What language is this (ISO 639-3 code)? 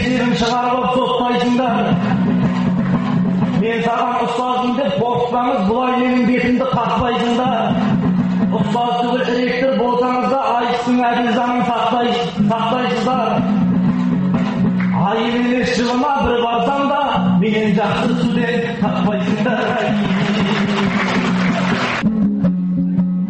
kaz